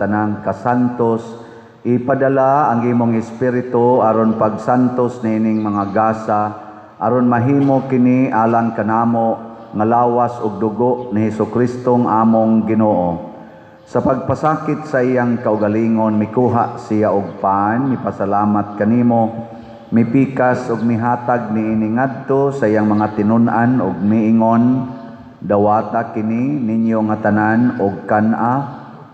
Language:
Cebuano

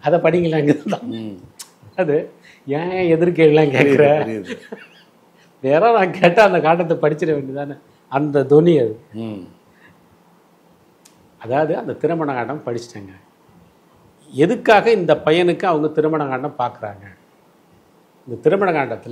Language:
Tamil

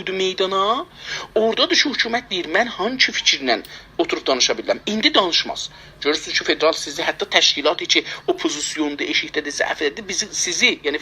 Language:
South Azerbaijani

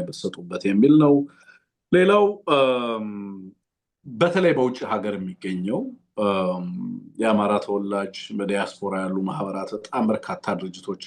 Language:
Amharic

